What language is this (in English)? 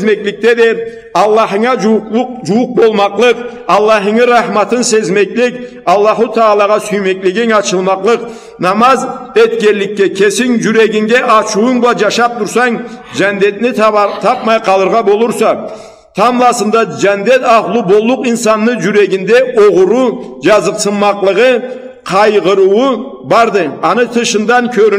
Karachay-Balkar